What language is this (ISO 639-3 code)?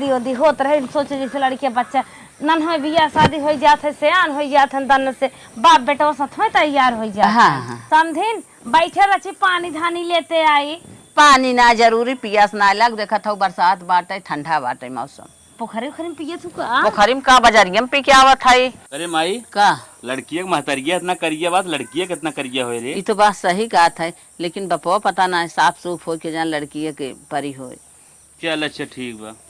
awa